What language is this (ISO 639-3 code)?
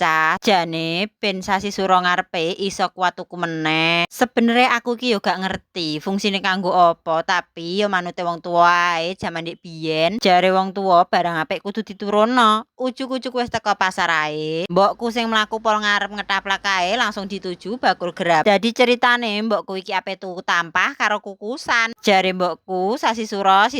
jav